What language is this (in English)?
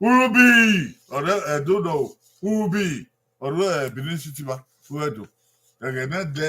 Bini